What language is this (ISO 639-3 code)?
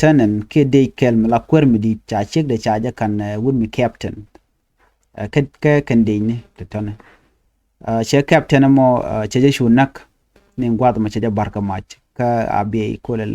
nus